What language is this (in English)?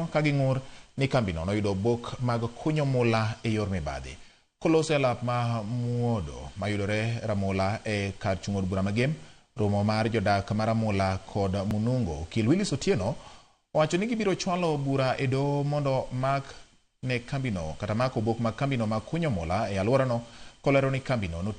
Luo (Kenya and Tanzania)